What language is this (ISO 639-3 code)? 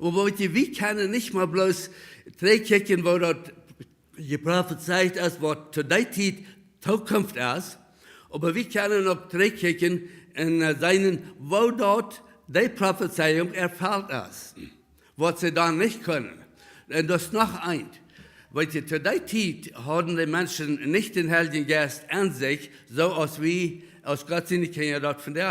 pdt